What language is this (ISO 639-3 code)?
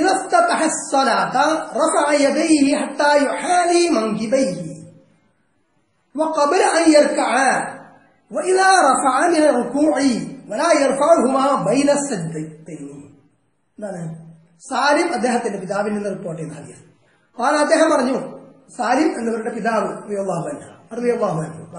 mal